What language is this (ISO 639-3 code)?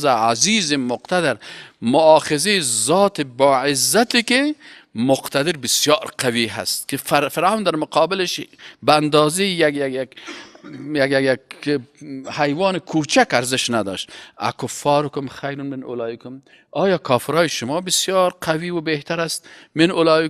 fas